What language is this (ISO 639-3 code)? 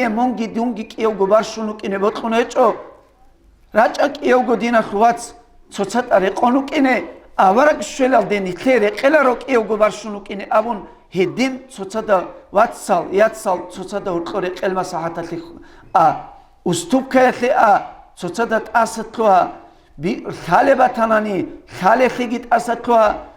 ava